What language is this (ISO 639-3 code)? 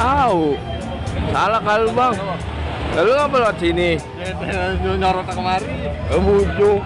bew